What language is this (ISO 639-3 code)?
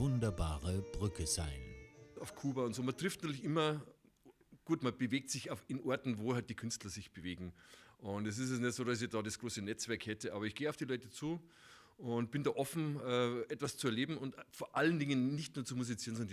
bar